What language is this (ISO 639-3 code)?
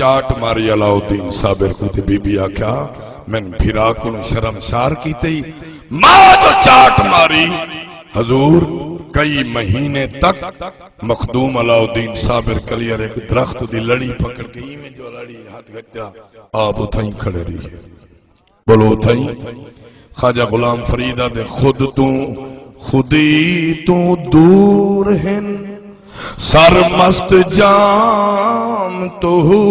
skr